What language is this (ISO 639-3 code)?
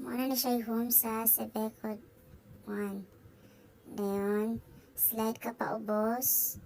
ceb